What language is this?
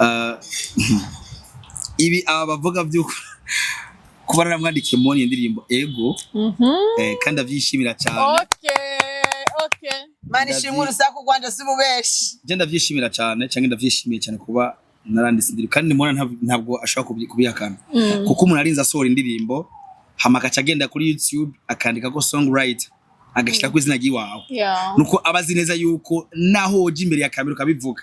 Rundi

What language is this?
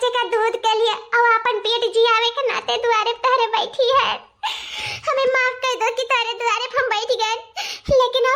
Awadhi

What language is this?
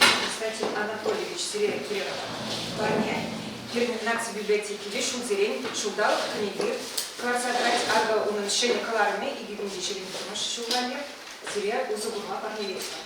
Chuvash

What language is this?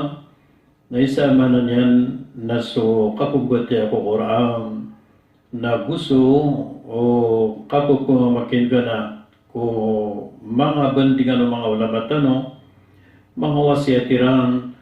Maranao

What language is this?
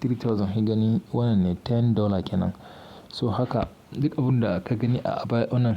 Hausa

